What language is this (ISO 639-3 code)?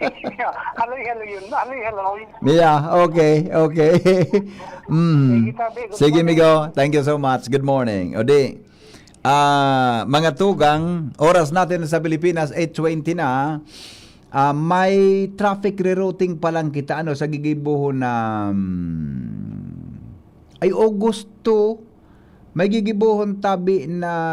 bik